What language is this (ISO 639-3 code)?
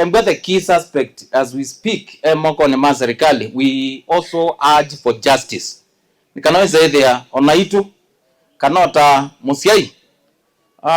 kam